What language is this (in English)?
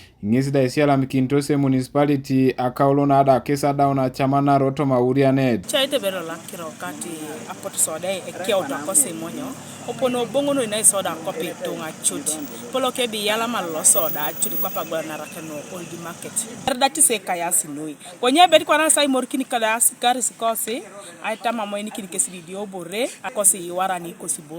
Teso